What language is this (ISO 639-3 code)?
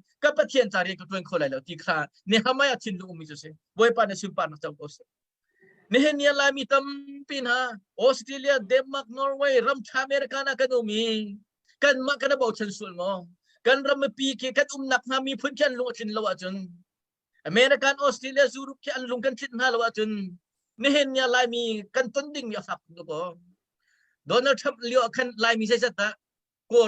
cnh